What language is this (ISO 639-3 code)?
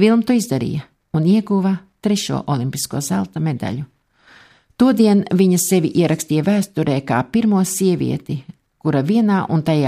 lav